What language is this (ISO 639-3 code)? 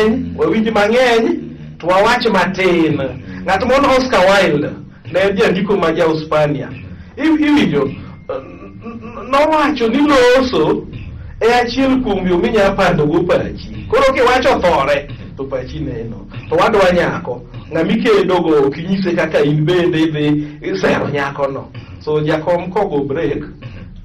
luo